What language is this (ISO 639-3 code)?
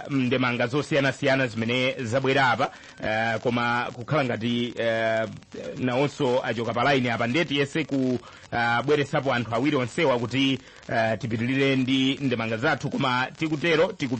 nya